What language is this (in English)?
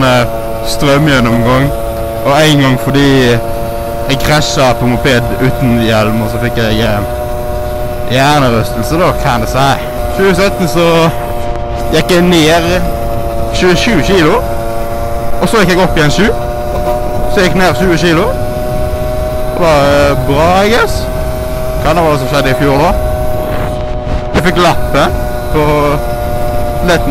Norwegian